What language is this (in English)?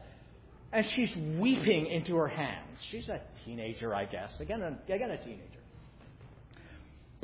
English